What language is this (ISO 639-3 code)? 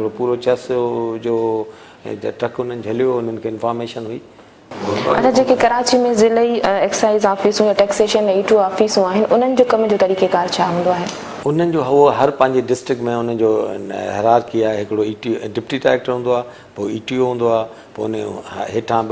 snd